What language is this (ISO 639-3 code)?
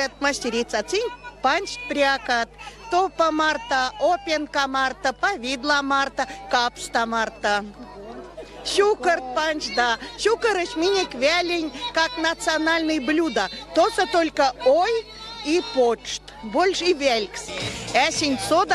myv